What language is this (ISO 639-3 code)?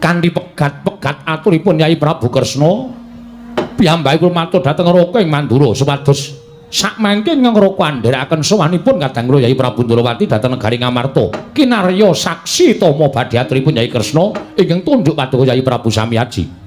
jav